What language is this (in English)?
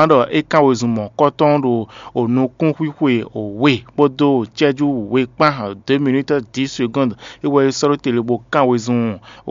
Fon